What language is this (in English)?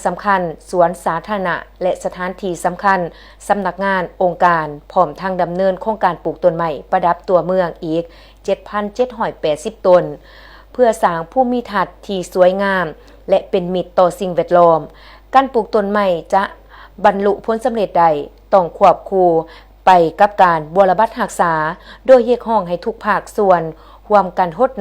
Lao